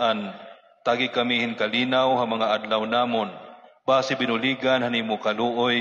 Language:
Waray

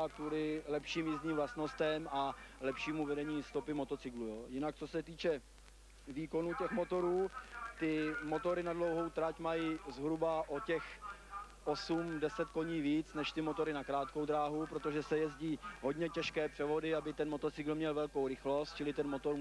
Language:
Czech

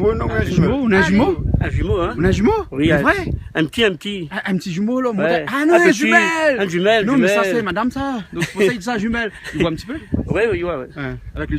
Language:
Réunion Creole French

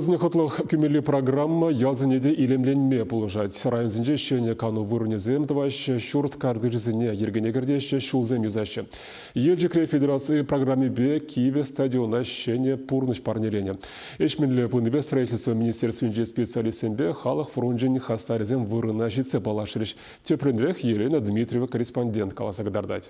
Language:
Chuvash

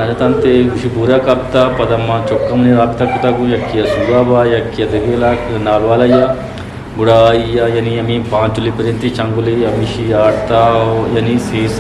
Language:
Eastern Balochi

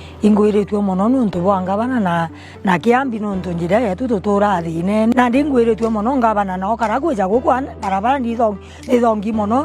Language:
Meru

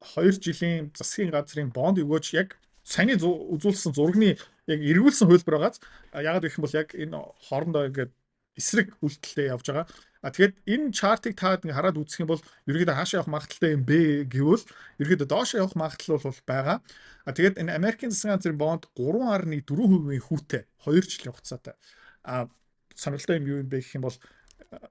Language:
Mongolian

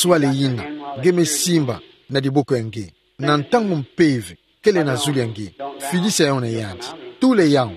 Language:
Kituba (Democratic Republic of Congo)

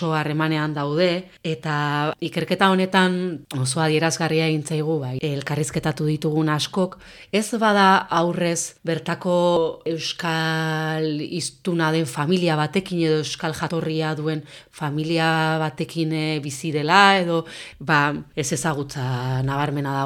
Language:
Basque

